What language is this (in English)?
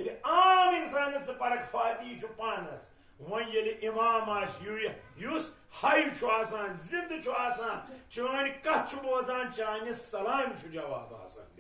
Kashmiri